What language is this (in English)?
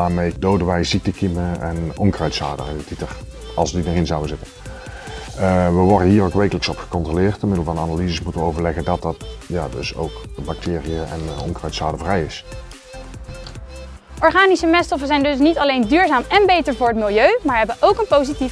Dutch